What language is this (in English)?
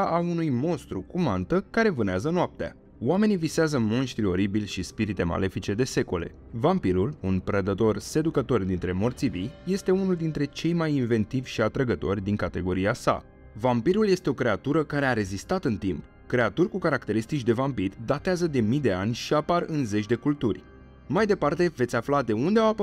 Romanian